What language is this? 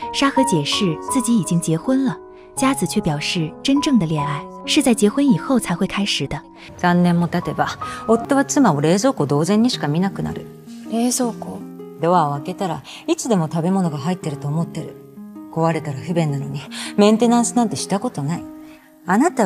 Chinese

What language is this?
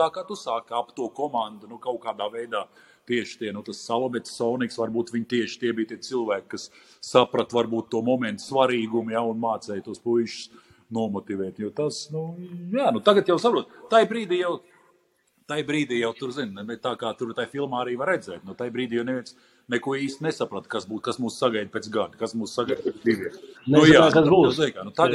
Latvian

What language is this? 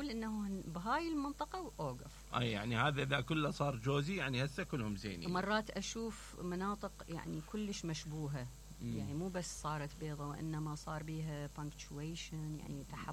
Mesopotamian Arabic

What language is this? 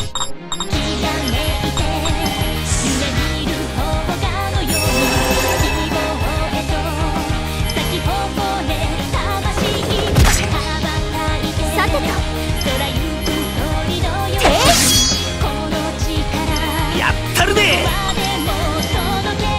Japanese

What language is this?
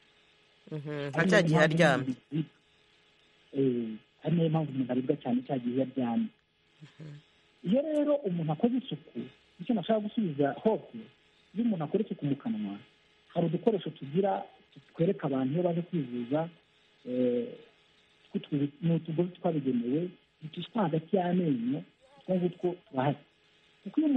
Kinyarwanda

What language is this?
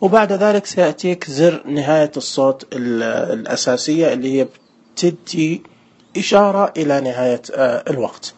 Najdi Arabic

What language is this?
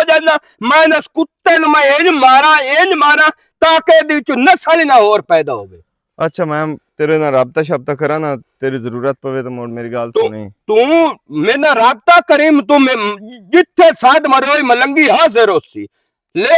Western Panjabi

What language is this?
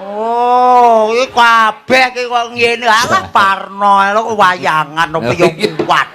Javanese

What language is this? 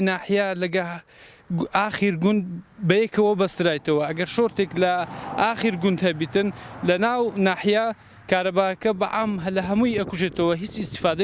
Central Kurdish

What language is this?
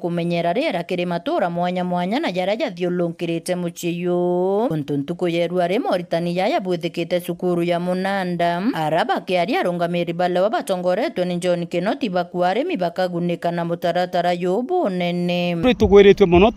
Meru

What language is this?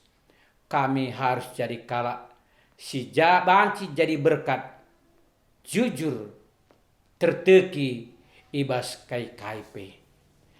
Batak Karo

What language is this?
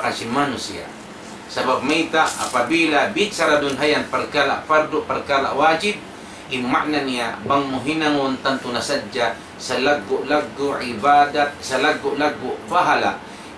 Tausug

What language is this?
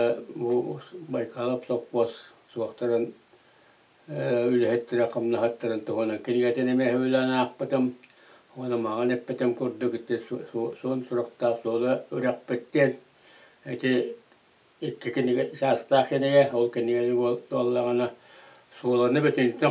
Yakut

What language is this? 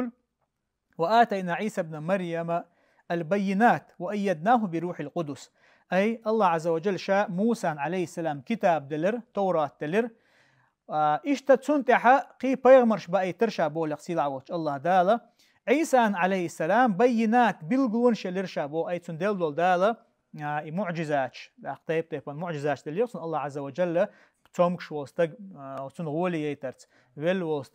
Chechen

